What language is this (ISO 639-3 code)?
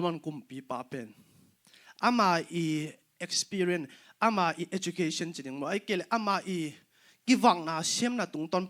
ctd